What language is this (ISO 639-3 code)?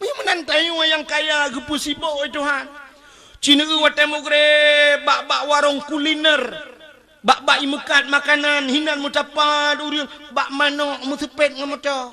ace